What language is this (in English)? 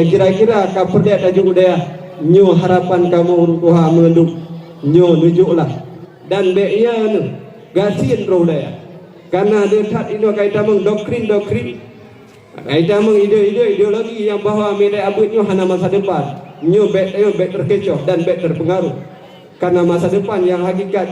Achinese